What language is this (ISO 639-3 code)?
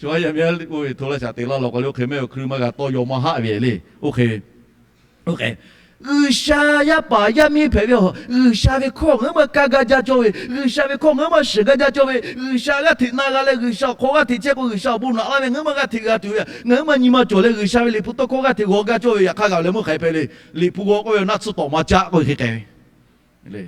lhu